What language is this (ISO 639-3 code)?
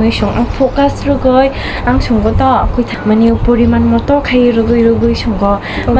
trp